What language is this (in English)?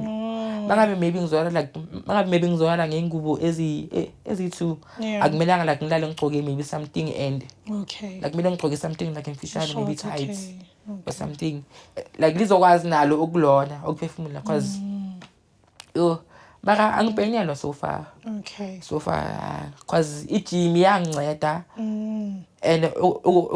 Zulu